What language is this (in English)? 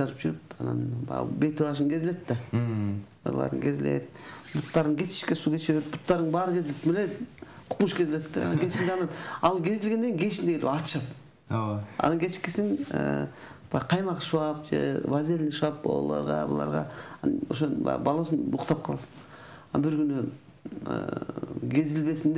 Kyrgyz